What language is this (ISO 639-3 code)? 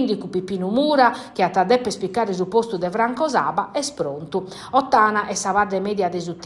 srd